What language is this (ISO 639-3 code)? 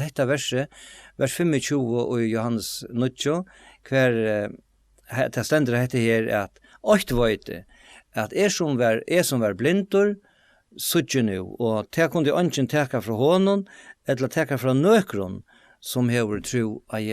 fao